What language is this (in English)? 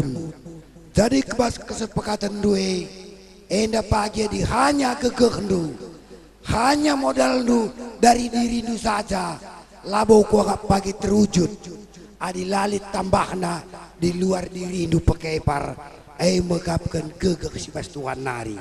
Batak Karo